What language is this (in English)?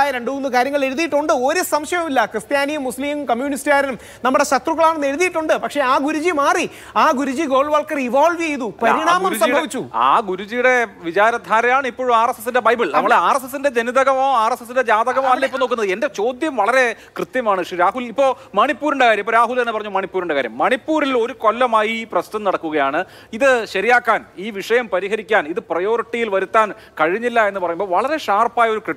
Malayalam